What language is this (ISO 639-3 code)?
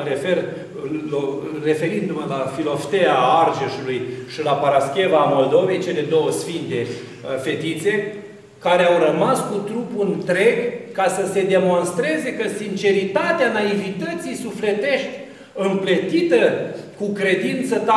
ron